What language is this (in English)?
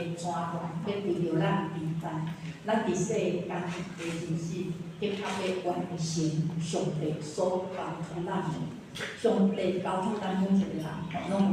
Min Nan Chinese